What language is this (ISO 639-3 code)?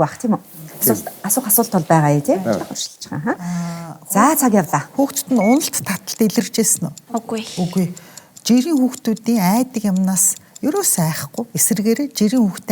mon